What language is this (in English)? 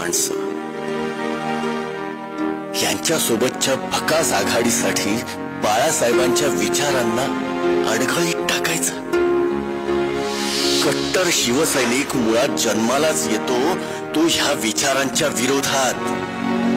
Marathi